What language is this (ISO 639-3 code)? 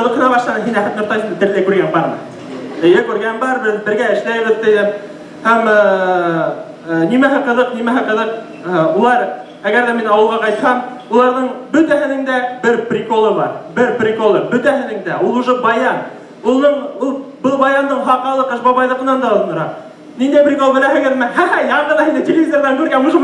bak